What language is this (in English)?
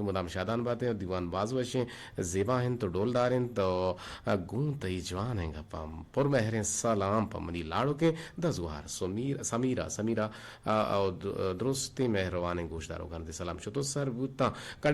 Eastern Balochi